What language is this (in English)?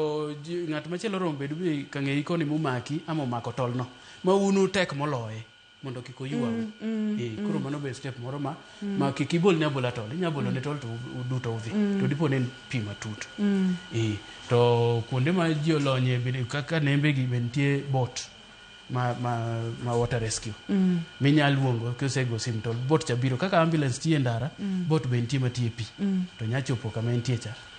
Luo (Kenya and Tanzania)